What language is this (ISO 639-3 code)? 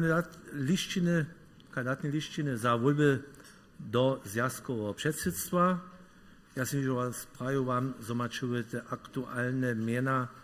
hsb